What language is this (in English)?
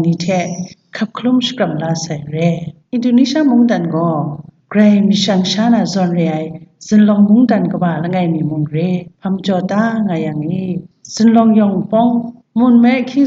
Kachin